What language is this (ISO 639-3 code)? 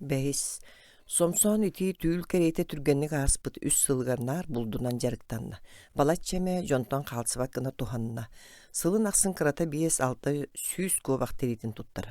sah